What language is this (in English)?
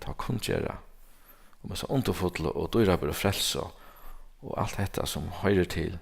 Faroese